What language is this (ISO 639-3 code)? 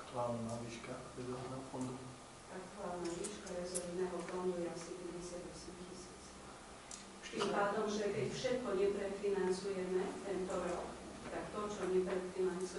slk